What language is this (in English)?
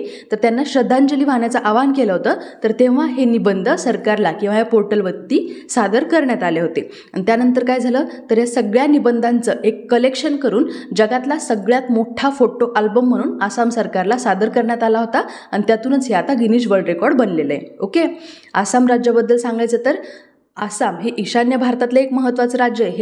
Marathi